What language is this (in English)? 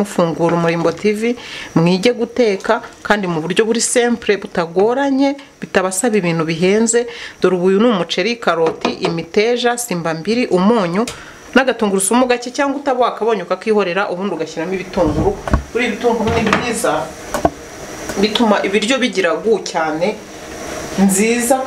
Kinyarwanda